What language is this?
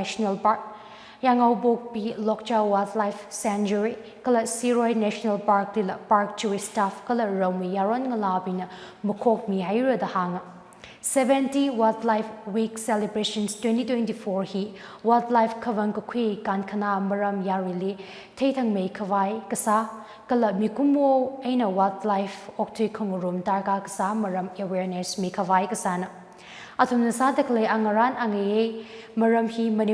Tangkhul Naga (India)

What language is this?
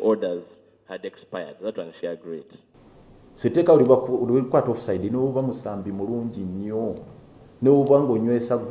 Ganda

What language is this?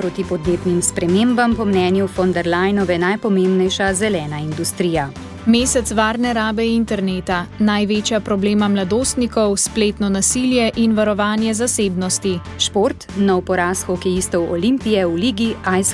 Slovenian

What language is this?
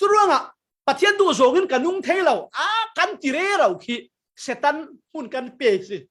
Falam Chin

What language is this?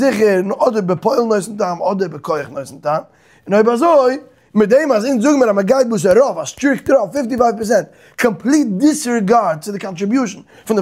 Yiddish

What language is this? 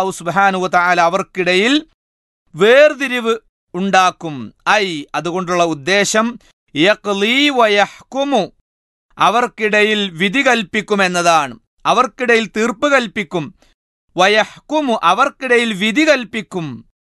Malayalam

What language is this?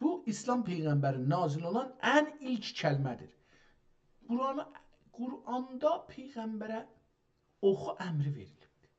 South Azerbaijani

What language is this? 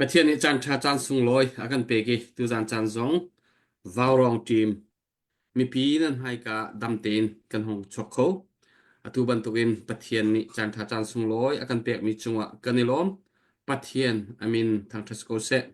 Hakha Chin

